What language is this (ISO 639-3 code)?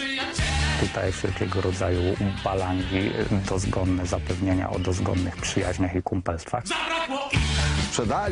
pol